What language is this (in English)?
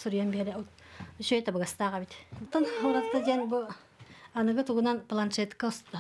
Yakut